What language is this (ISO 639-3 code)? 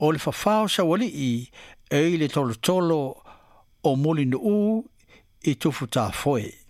smo